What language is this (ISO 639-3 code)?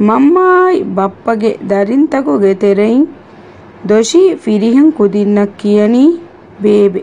div